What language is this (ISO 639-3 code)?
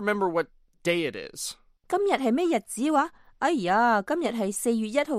yue